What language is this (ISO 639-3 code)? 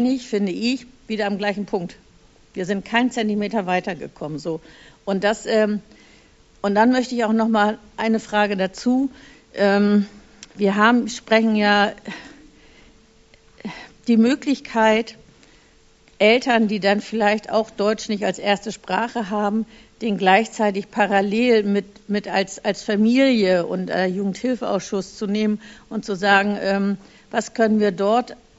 deu